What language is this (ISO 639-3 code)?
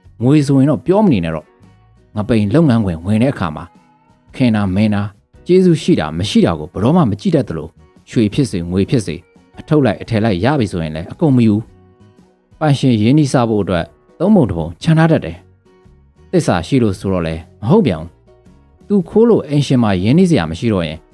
mya